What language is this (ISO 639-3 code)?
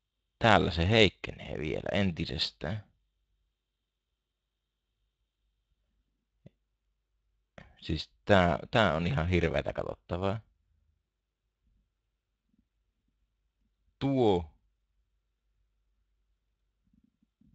fin